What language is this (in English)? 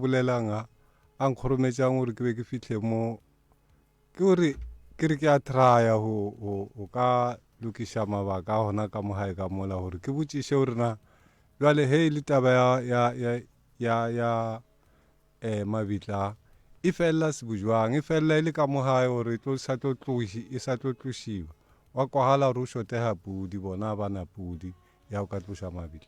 Northern Sotho